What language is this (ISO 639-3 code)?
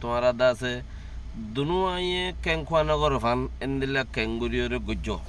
rhg